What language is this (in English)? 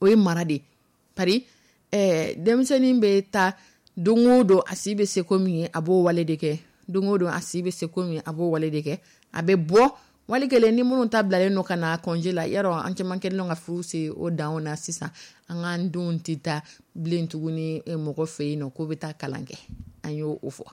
Dyula